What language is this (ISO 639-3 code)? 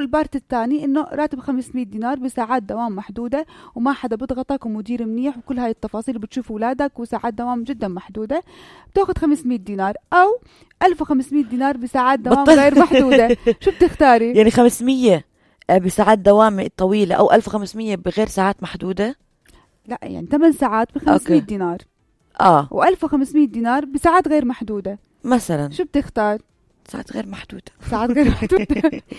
apc